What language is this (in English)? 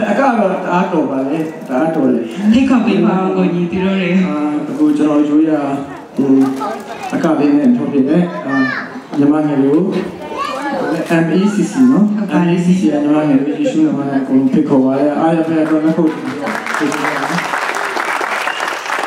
Burmese